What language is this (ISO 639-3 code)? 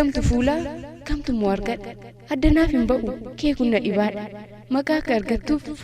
orm